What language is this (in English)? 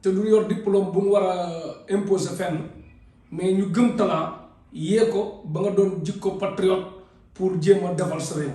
Wolof